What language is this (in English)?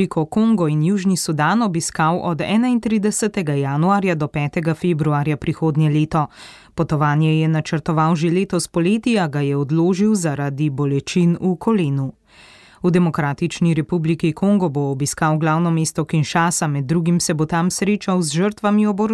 Slovenian